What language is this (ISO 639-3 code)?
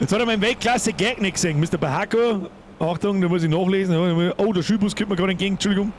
bar